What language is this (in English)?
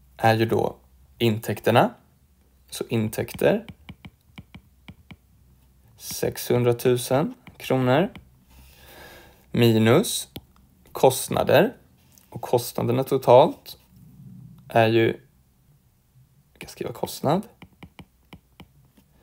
Swedish